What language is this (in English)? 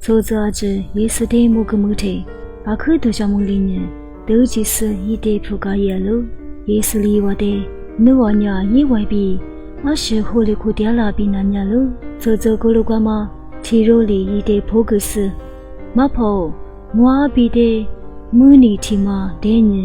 Lisu